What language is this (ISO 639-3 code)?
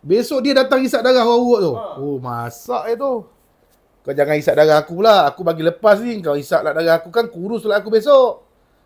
msa